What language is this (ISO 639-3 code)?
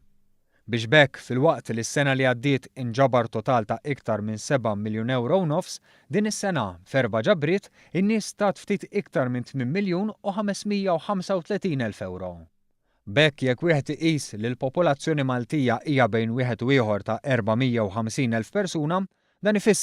mlt